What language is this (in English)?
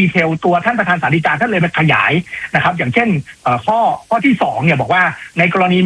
Thai